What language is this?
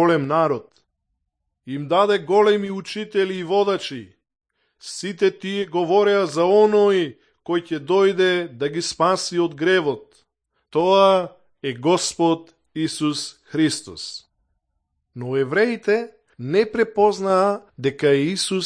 Macedonian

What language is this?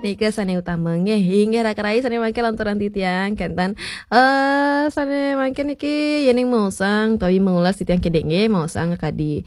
Balinese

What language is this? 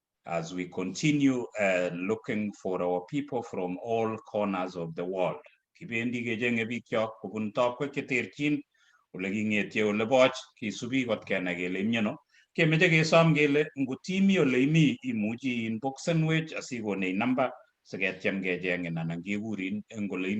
Kalenjin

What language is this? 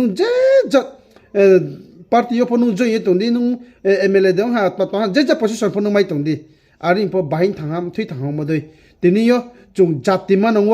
Riang (India)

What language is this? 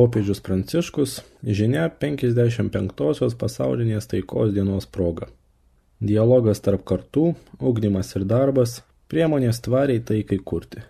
Lithuanian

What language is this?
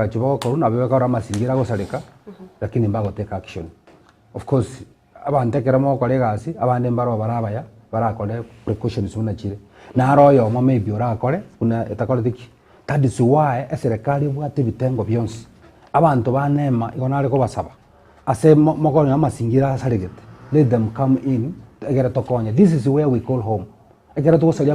Gusii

